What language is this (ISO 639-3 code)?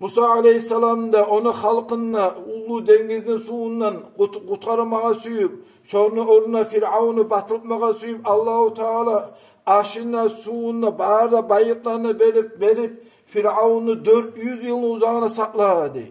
kum